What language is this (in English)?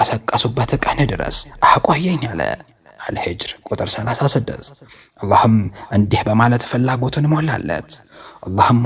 Amharic